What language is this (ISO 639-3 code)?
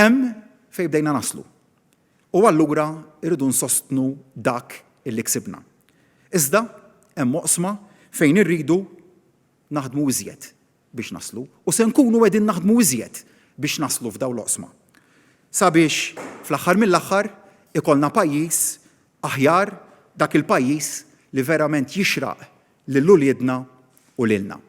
mlt